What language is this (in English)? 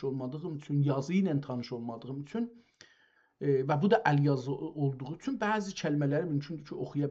South Azerbaijani